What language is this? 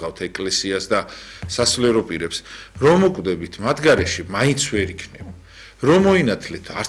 Georgian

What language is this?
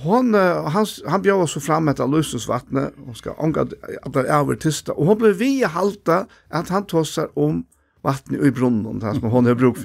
Faroese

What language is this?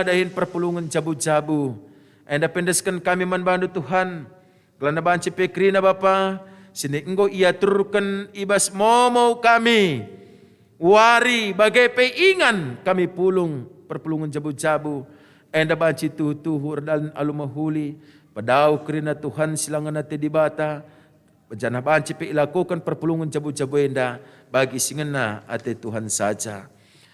Batak Karo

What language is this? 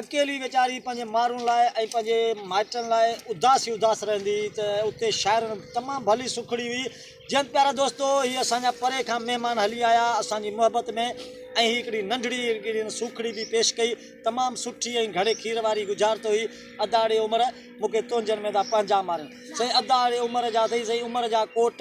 Sindhi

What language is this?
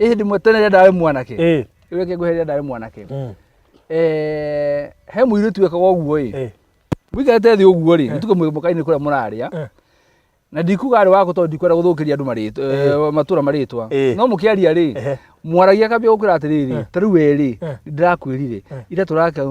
Kikuyu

